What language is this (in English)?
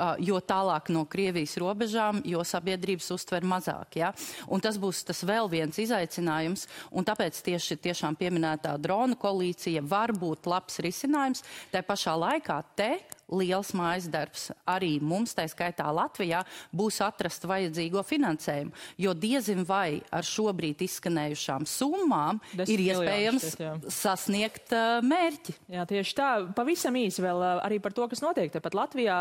Latvian